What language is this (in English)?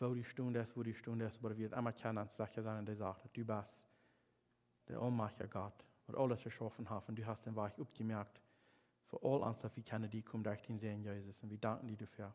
Plautdietsch